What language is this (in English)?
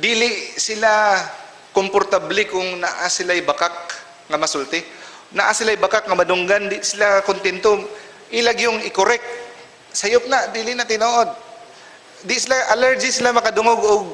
Cebuano